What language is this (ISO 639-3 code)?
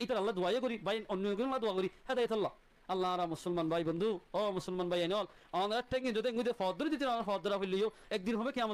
rhg